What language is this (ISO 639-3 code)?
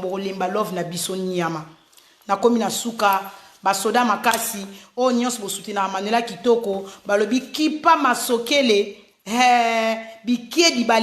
lin